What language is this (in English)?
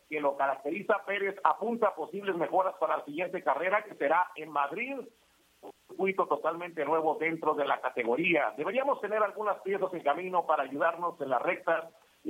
Spanish